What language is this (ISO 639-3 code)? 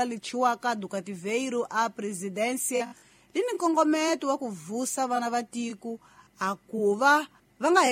tso